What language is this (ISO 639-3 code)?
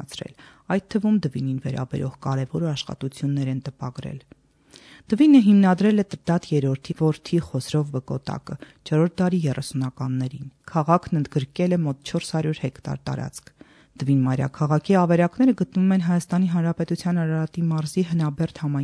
hye